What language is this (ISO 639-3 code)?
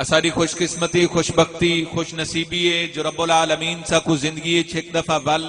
skr